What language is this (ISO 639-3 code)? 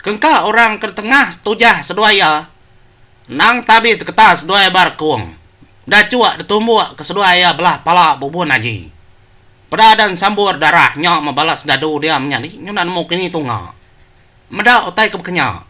iba